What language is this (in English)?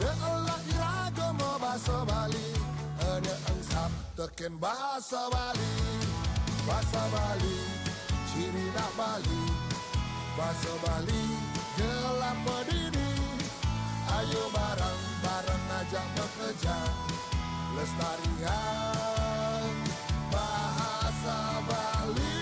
Balinese